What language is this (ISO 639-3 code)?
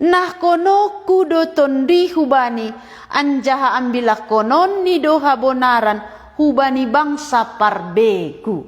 bts